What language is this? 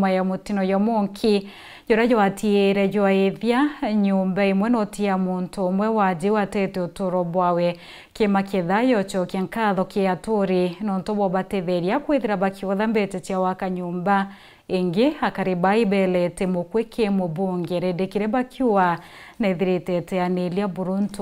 Meru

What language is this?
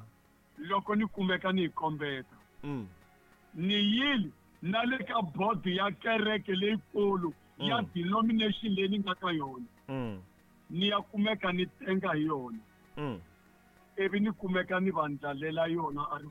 Tsonga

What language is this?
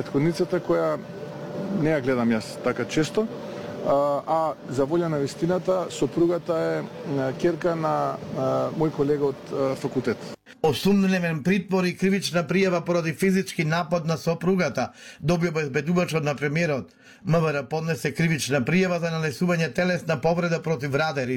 Macedonian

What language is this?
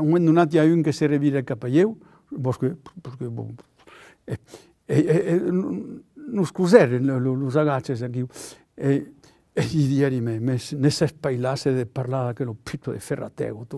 Occitan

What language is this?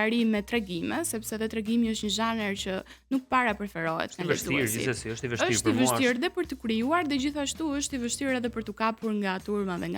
Albanian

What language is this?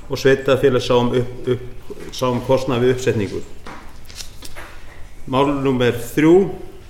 Icelandic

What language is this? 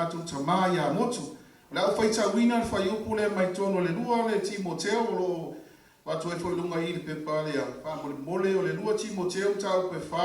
Samoan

